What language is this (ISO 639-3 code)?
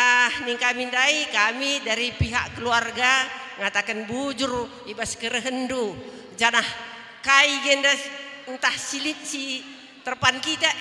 btx